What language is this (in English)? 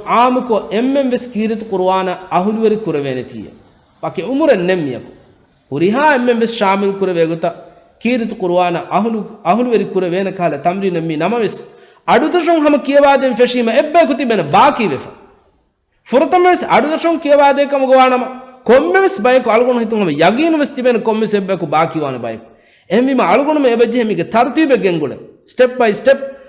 Divehi